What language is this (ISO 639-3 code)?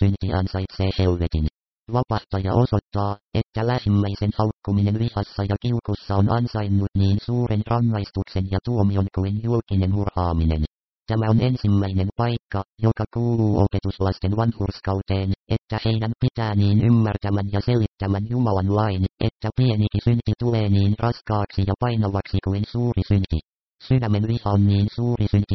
fin